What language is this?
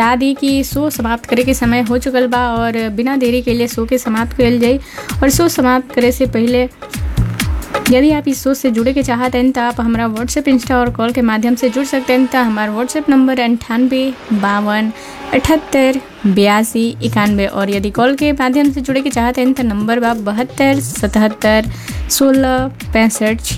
Bhojpuri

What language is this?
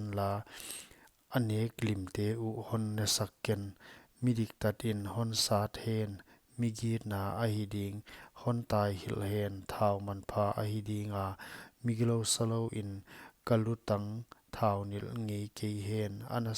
Paite Chin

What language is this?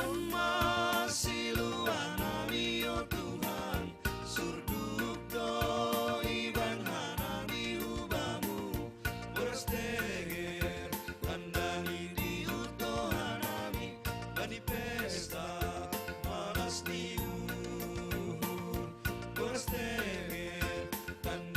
Batak Simalungun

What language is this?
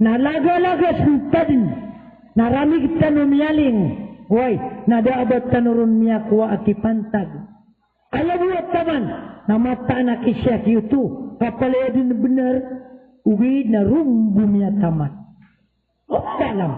Maranao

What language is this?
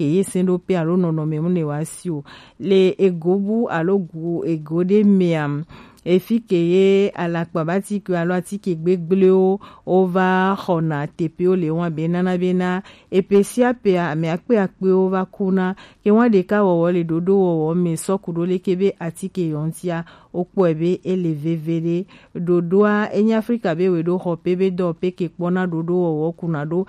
Gen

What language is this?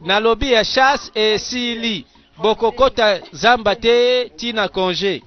Lingala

